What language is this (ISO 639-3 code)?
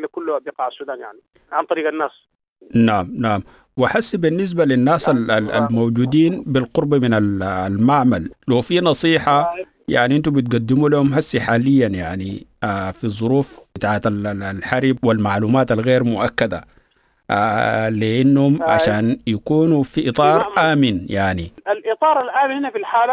apd